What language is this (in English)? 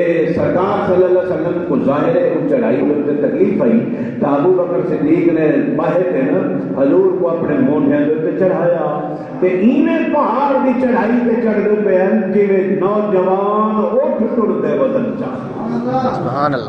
Saraiki